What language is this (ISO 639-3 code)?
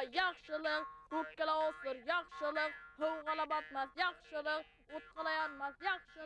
bak